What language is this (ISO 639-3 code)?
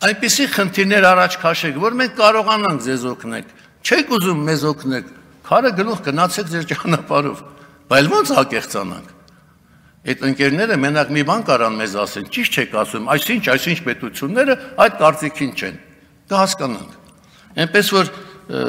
hye